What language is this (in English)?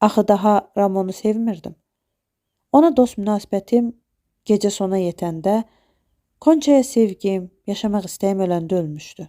Azerbaijani